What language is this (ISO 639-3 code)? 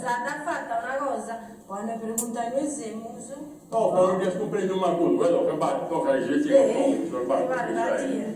srd